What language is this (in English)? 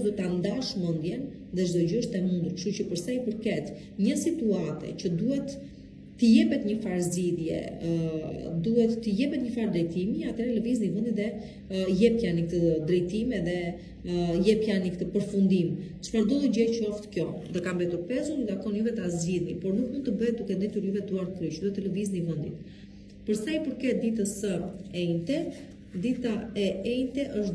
Albanian